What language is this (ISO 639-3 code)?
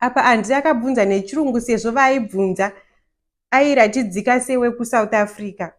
sna